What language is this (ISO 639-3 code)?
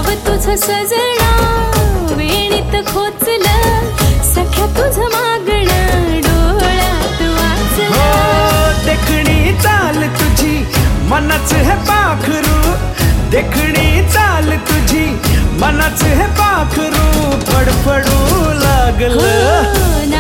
mar